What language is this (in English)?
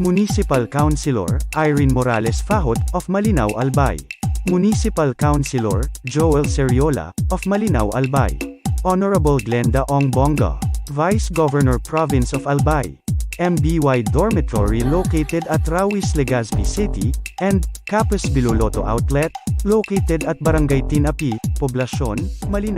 Bikol